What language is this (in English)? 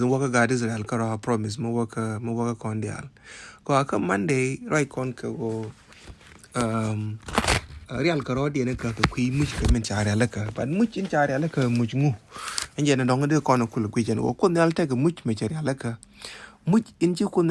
Nuer